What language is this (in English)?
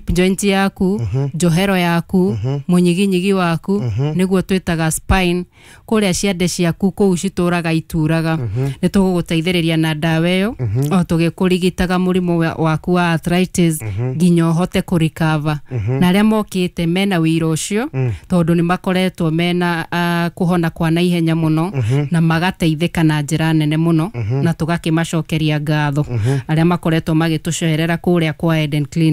Kikuyu